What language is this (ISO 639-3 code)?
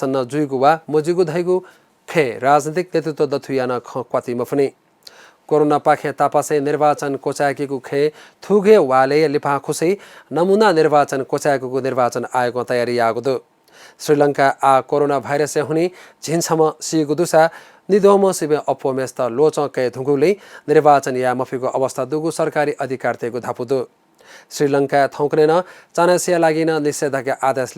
new